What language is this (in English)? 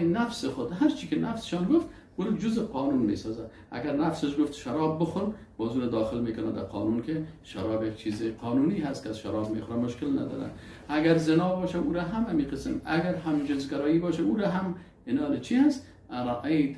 Persian